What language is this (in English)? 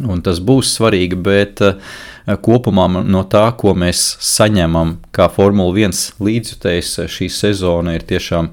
Latvian